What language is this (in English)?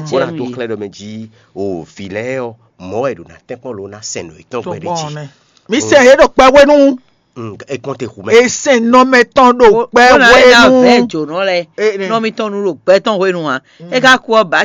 Fon